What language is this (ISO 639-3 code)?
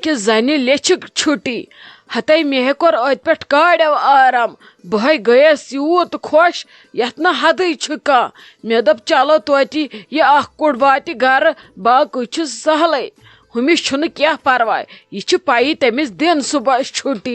kas